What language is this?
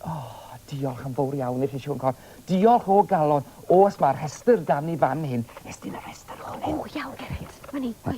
Welsh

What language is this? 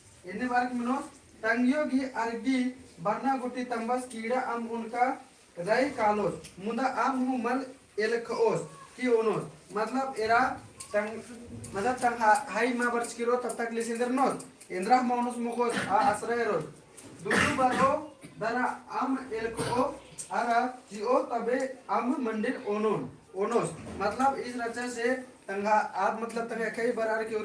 Kurukh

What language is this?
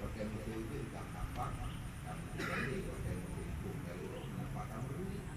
Achinese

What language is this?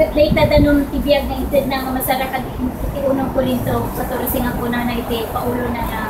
Iloko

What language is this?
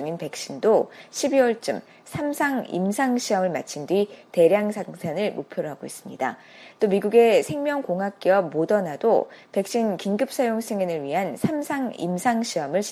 Korean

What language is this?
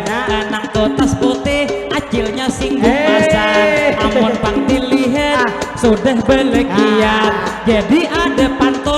Banjar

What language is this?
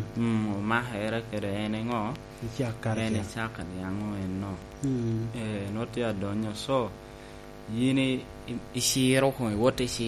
Lango (Uganda)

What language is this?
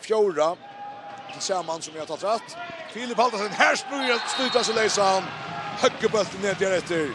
Faroese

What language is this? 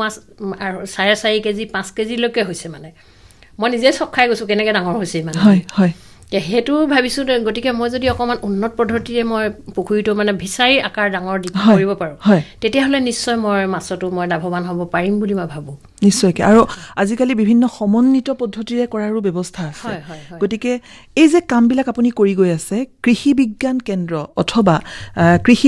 Assamese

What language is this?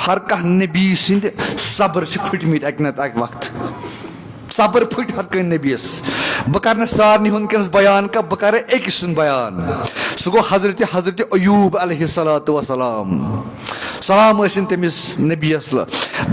Kashmiri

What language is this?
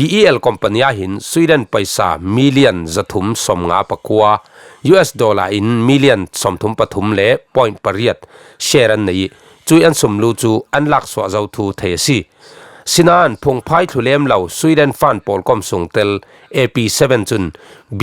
Falam Chin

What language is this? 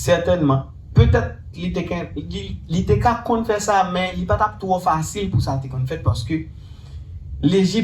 Haitian Creole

